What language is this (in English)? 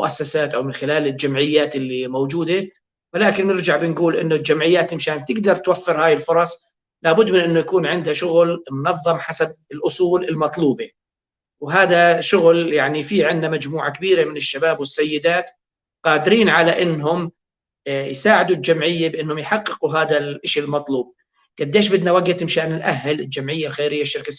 North Levantine Arabic